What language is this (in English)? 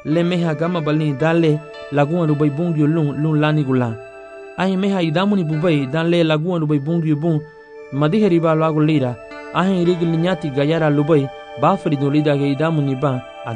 Garifuna